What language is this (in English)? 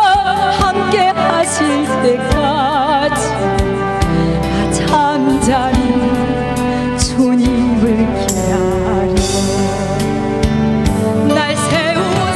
Korean